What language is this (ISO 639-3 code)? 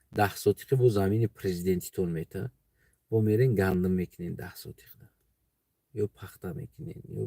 tgk